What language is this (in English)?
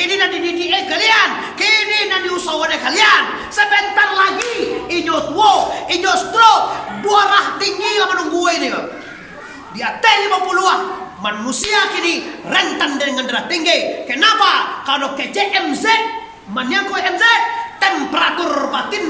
Minangkabau